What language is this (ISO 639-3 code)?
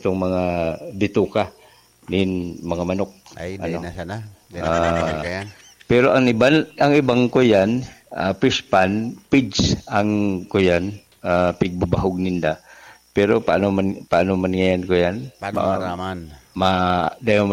bik